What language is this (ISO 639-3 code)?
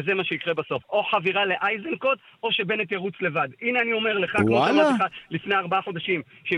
heb